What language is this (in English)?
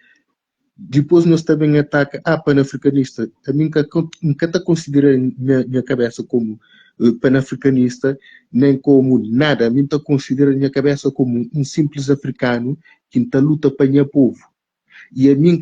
Kabuverdianu